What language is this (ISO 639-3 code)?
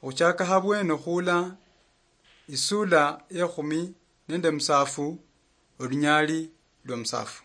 luy